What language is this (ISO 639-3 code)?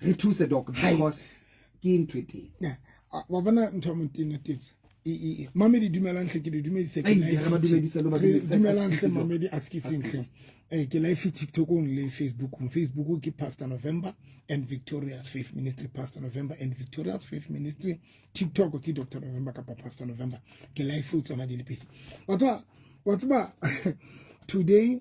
sot